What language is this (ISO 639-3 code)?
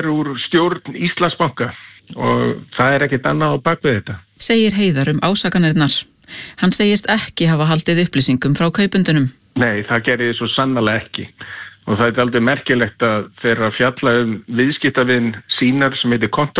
isl